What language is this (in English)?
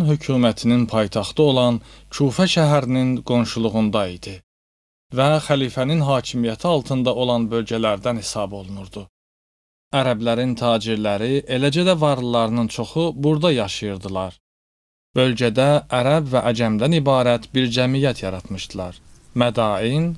Azerbaijani